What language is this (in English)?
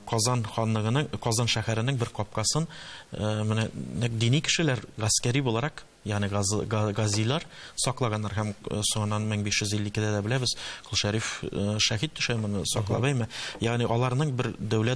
Tatar